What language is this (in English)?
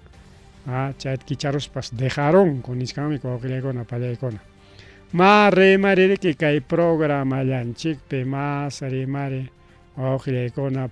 Ayacucho Quechua